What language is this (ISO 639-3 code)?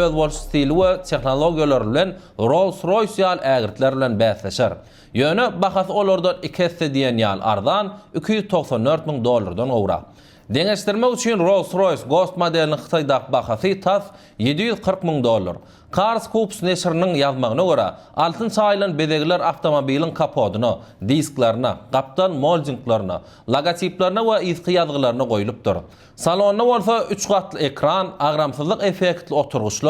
tuk